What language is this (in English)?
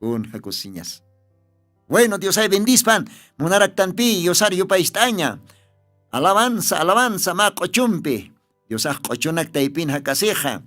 Aymara